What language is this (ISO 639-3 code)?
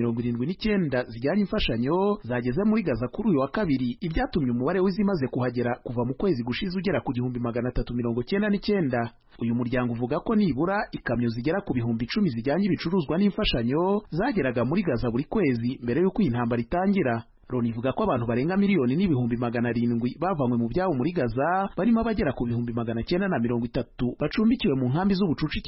kin